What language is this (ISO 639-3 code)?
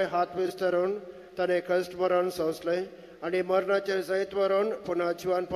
kok